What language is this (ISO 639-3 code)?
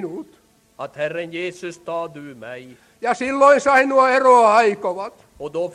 swe